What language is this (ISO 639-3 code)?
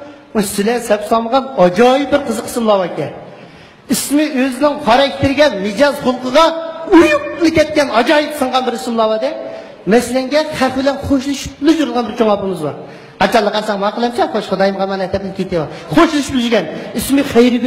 uig